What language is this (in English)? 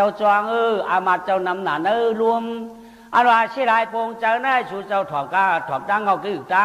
Shan